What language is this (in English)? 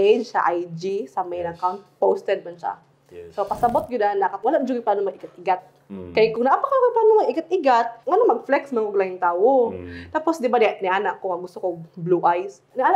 Cebuano